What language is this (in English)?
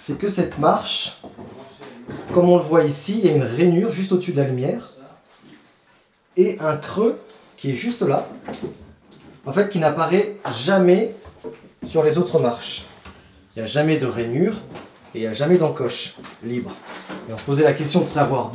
French